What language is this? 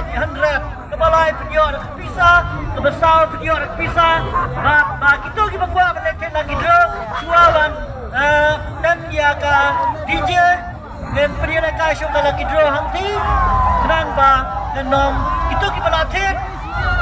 Khasi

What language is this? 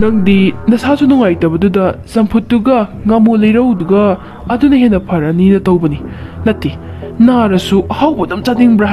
Manipuri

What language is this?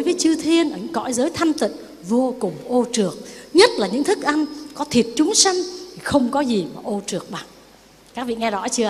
Vietnamese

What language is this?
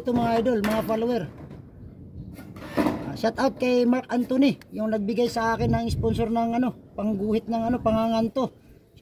Filipino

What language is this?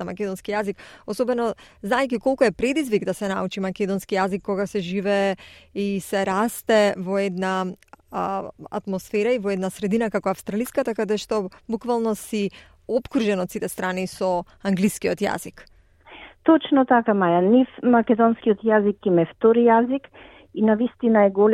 Macedonian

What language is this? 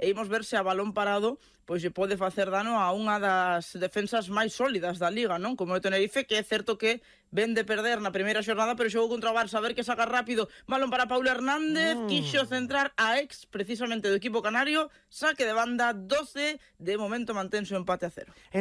Galician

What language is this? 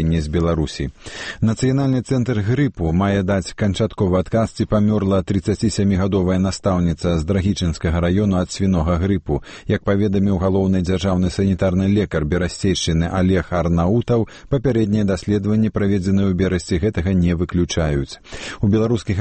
Belarusian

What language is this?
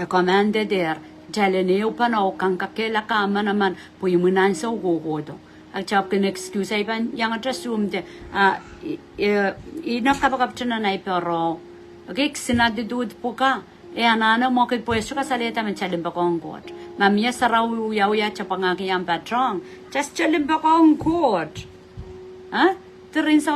Pohnpeian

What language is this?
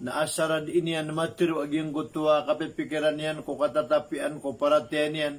Maranao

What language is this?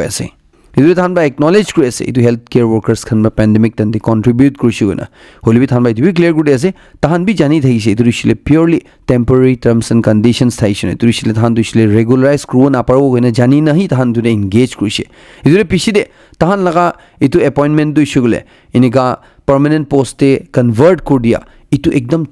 Naga Pidgin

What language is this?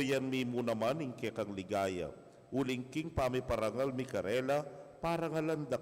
Pampanga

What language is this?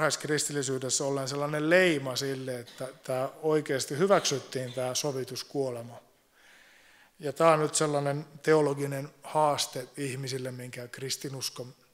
Finnish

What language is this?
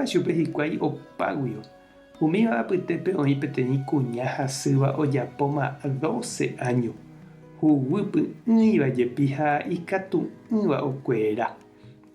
Guarani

